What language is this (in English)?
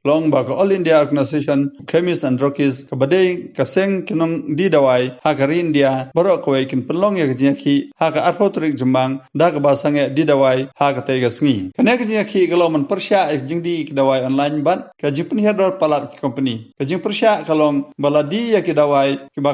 Khasi